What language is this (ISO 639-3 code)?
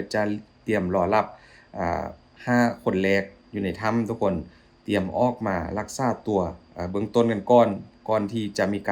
lao